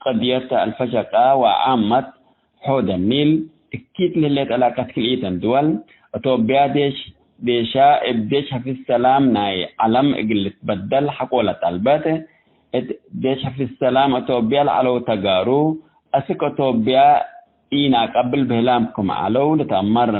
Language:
Tigre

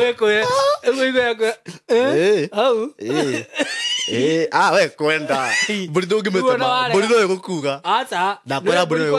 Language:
Kikuyu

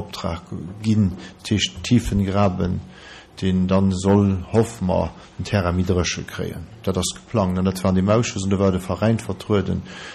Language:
Luxembourgish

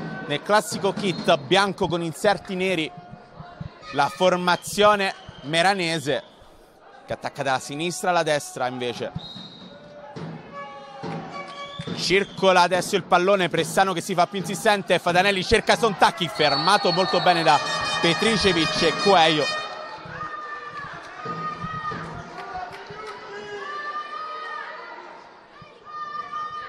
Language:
Italian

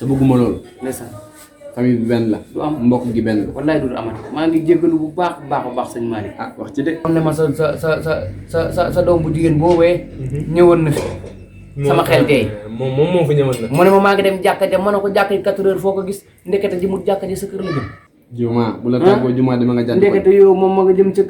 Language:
Wolof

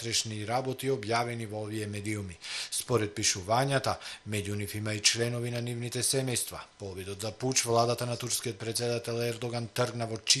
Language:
Macedonian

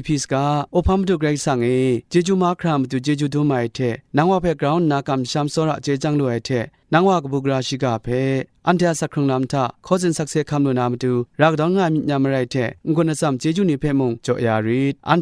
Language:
Kachin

